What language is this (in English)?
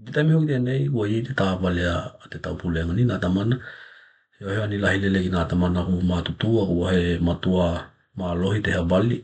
Tokelau